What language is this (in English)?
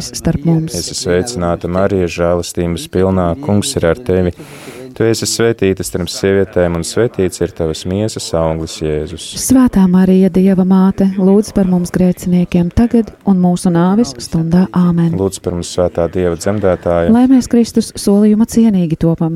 Latvian